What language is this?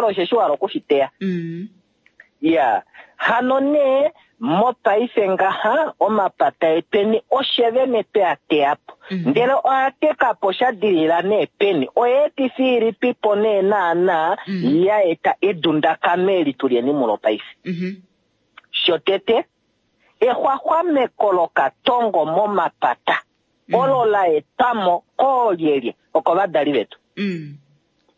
Kuanyama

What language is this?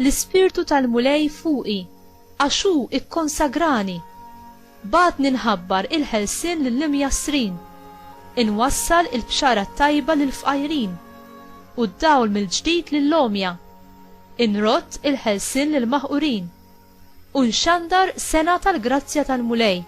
Maltese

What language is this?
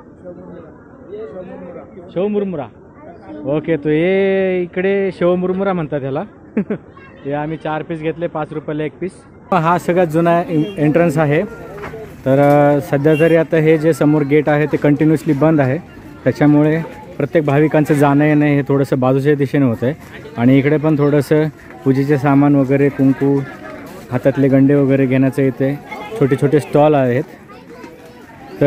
Marathi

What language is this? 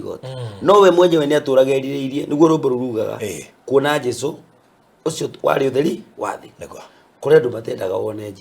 Kikuyu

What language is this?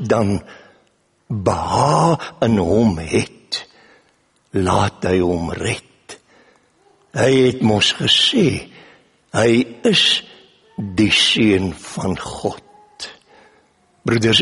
Afrikaans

